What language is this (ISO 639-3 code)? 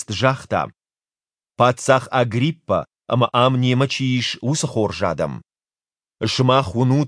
oss